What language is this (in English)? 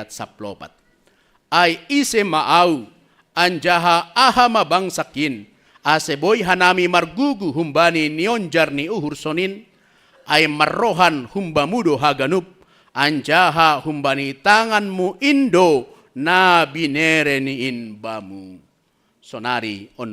Batak Simalungun